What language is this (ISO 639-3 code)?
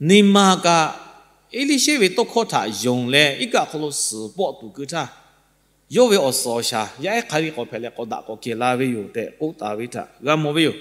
lhu